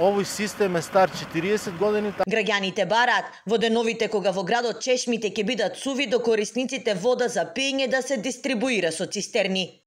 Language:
Macedonian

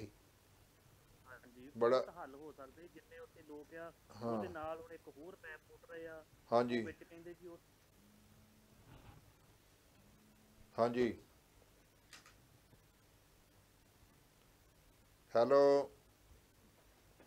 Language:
Punjabi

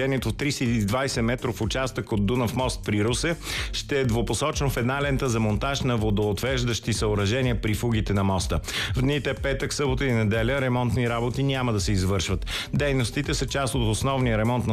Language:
Bulgarian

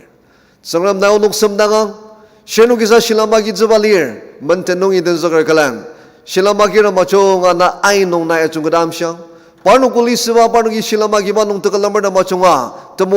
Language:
Ao Naga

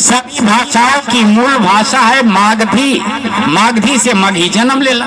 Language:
Magahi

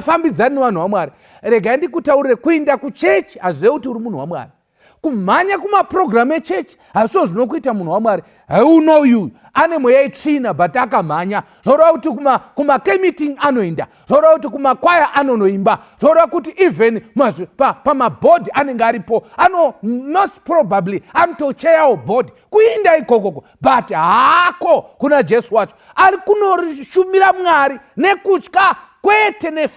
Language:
Shona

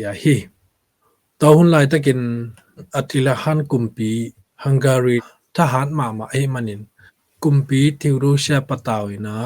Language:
Tedim Chin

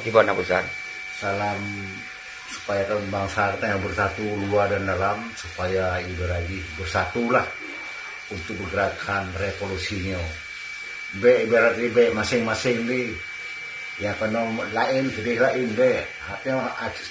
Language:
Achinese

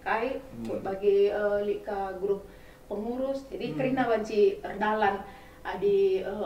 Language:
Batak Karo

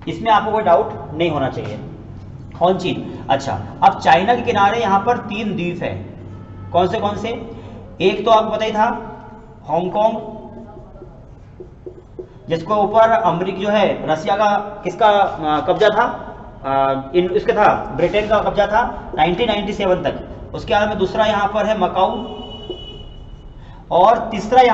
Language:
Hindi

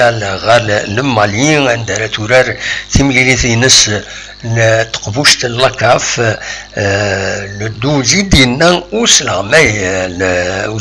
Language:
Kabyle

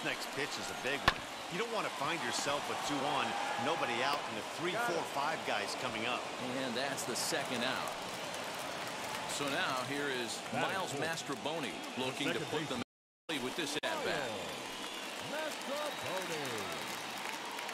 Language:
English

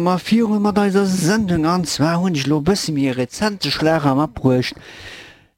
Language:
Luxembourgish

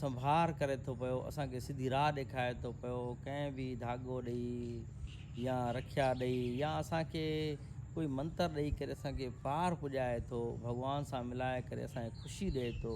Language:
Sindhi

